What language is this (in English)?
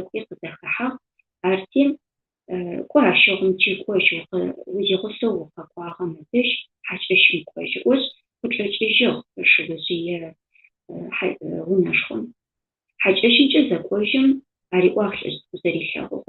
Adyghe